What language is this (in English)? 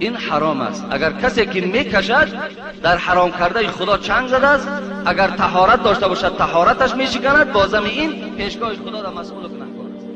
Tajik